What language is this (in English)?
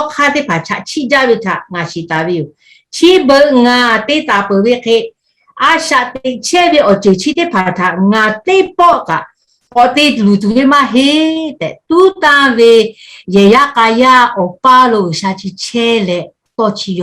Lahu